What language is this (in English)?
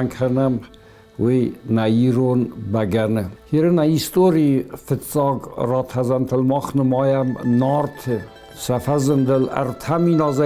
Ossetic